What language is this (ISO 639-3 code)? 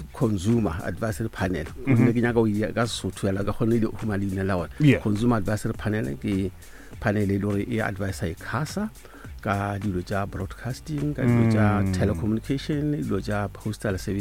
nso